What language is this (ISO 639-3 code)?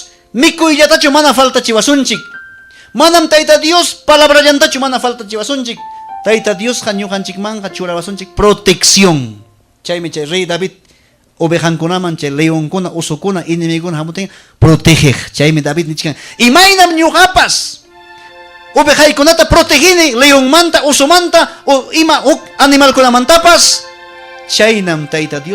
quy